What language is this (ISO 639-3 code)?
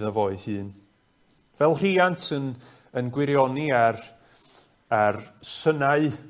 cym